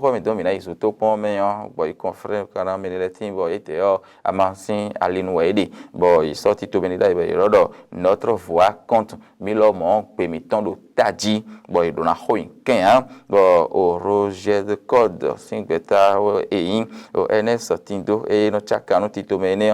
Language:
Fon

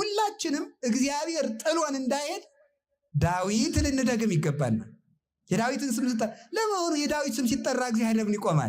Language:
Amharic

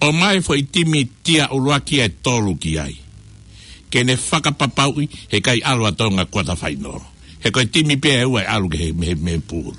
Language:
Tongan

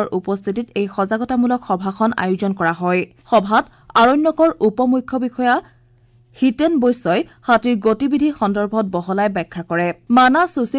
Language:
Assamese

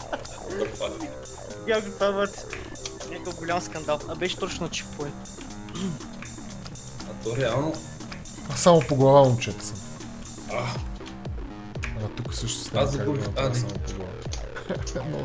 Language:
Bulgarian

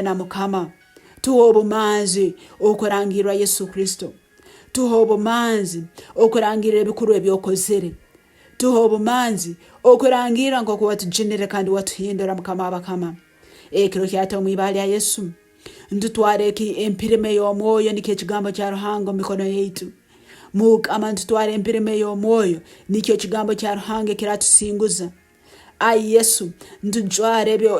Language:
Nyoro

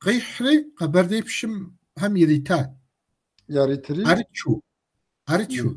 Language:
Kabardian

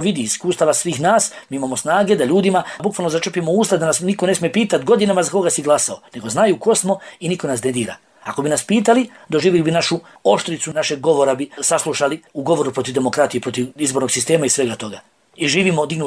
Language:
Bosnian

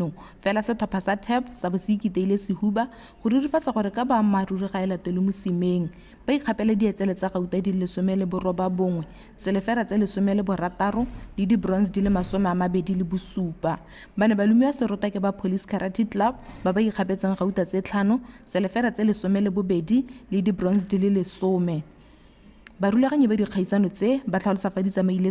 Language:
Tswana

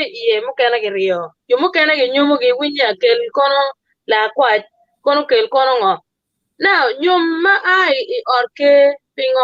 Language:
Acoli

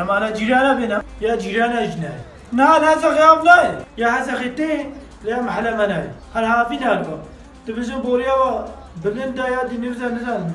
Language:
Kurdish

